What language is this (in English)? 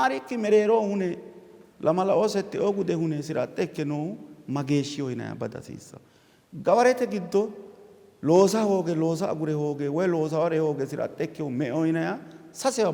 Sidamo